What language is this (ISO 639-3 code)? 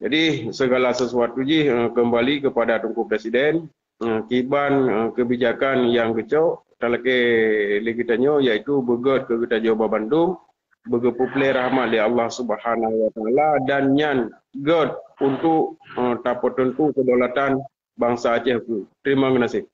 ace